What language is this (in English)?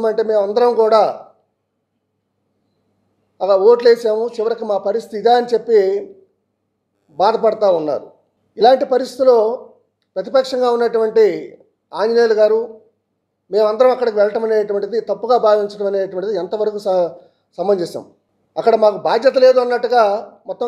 Telugu